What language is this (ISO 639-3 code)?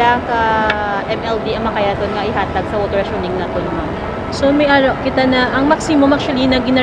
hil